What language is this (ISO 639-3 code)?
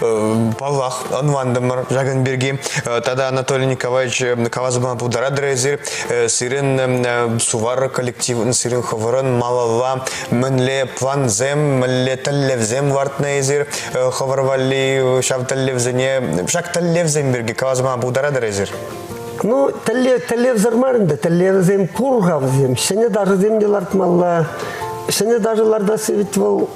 chv